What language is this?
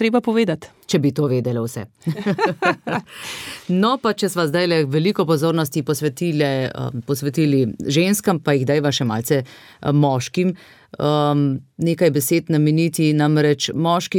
Slovenian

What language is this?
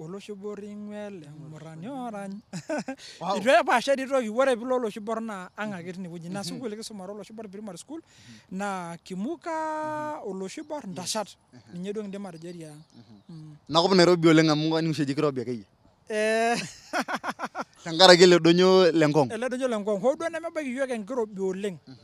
Masai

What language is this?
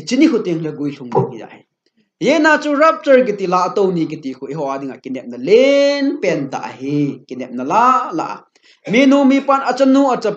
Thado Chin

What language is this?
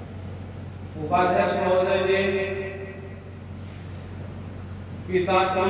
Hindi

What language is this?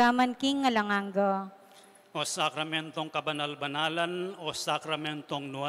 Pampanga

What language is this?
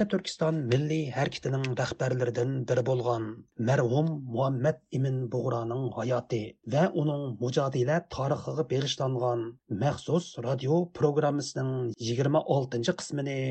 Uyghur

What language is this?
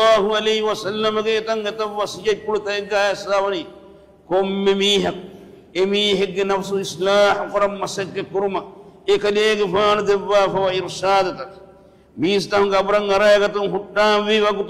Divehi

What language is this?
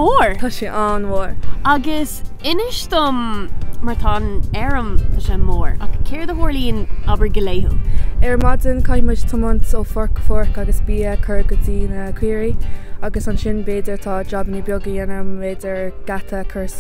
Irish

